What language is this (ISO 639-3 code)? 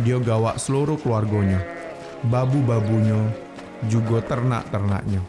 mui